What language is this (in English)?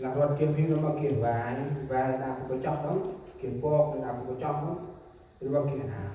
Central Mnong